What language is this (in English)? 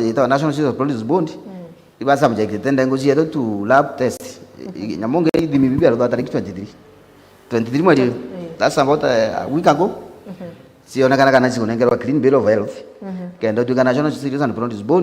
Meru